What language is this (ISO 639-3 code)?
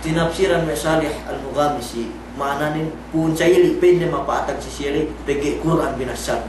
yka